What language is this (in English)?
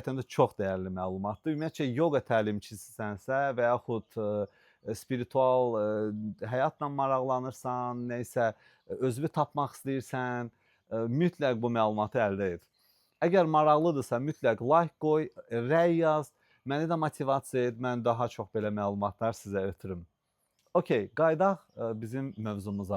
Azerbaijani